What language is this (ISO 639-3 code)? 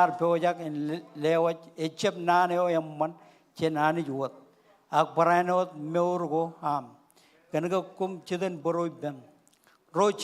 mah